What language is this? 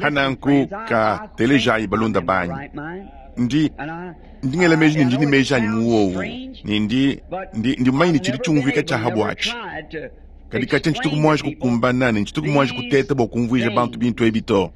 Luba-Lulua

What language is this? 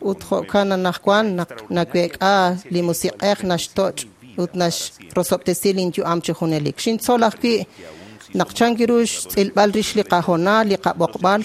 Kekchí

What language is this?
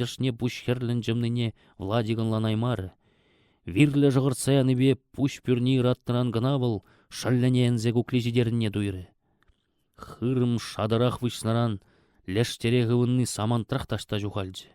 Chuvash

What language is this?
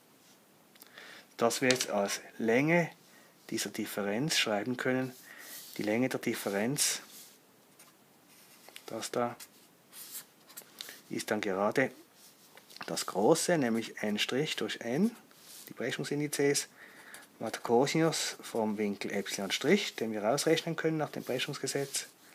German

